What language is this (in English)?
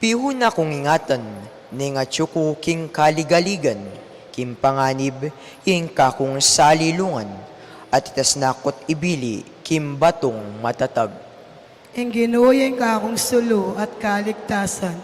Pampanga